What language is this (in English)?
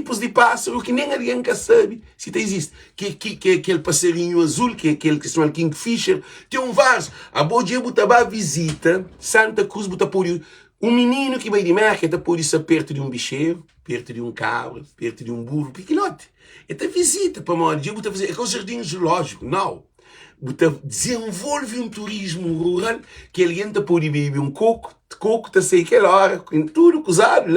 Kabuverdianu